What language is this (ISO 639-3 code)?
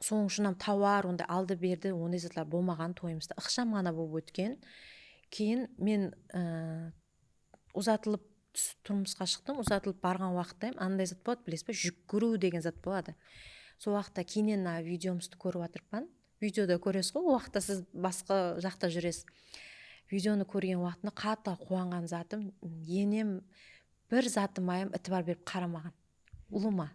kaa